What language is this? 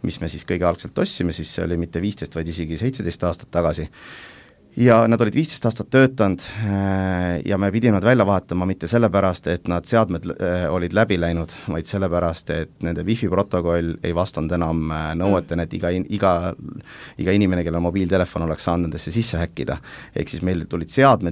Estonian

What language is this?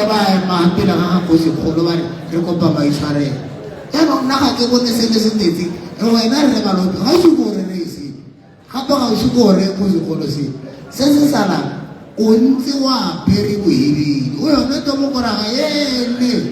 Tswana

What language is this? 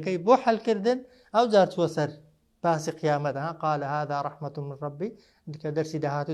Central Kurdish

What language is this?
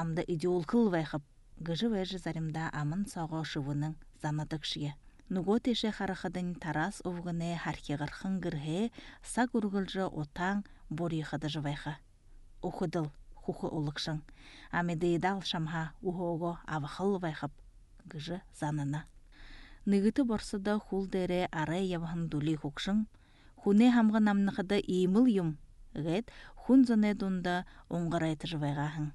Buriat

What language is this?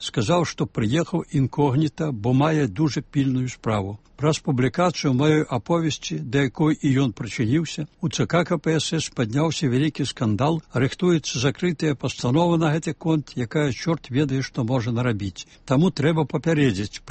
Belarusian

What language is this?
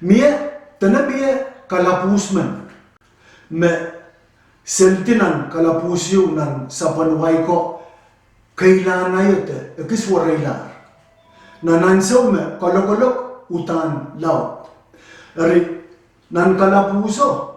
Pohnpeian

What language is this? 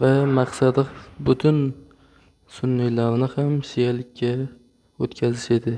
Uzbek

